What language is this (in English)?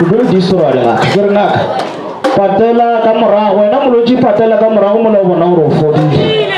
Northern Sotho